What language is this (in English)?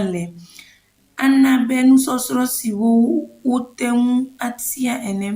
Ewe